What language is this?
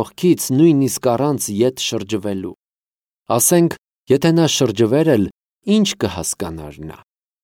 Armenian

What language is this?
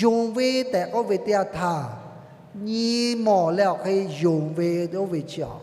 Lahu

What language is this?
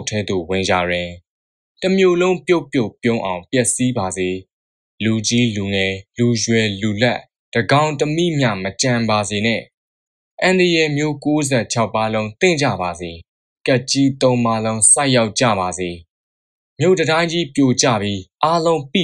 Burmese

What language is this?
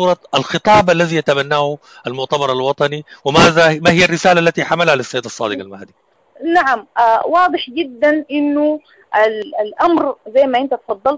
Sudanese Arabic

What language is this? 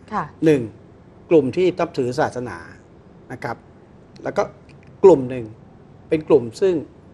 Thai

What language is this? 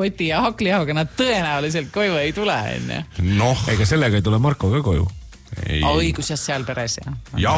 Estonian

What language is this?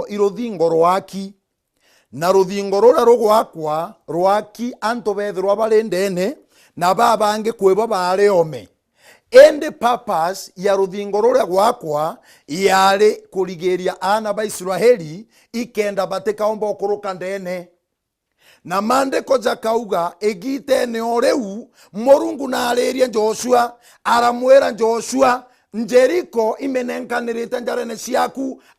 Meru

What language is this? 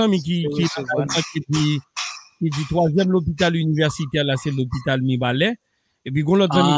Haitian Creole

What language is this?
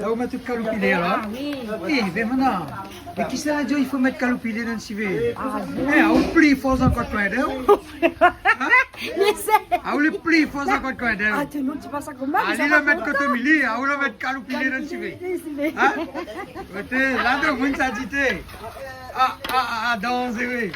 Réunion Creole French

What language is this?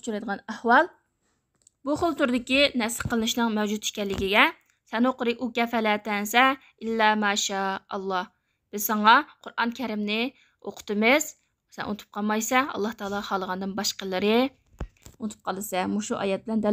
Uyghur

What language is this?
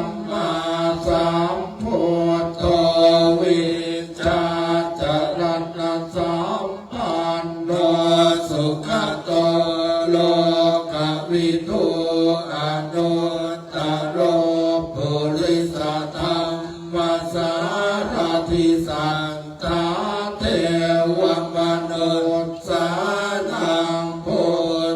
Pali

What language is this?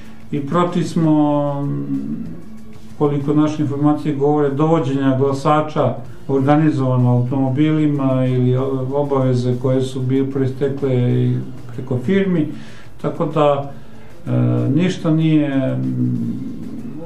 Serbian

